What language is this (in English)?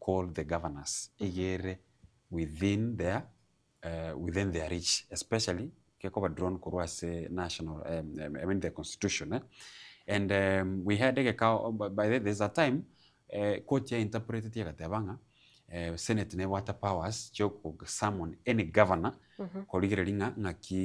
Gusii